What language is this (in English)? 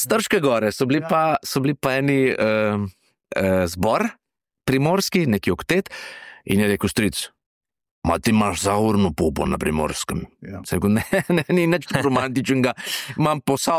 Slovenian